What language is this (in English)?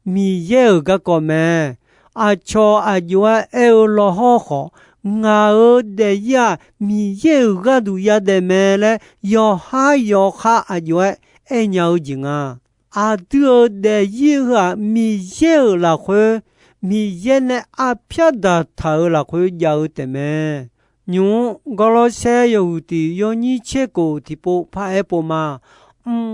Akha